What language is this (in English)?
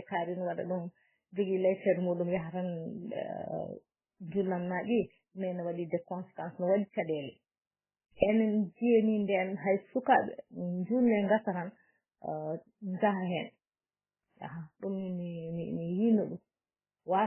Fula